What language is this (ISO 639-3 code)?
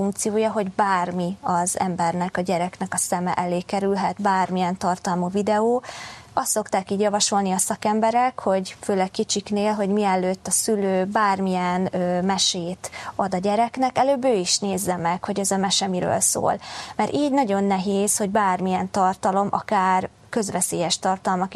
hun